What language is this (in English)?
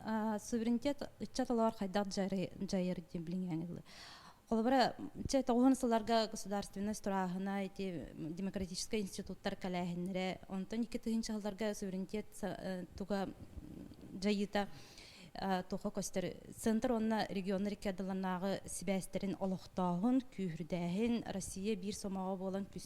Yakut